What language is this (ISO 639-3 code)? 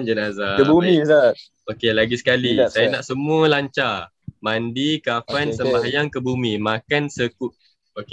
msa